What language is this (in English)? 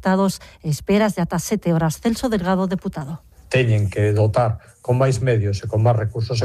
Galician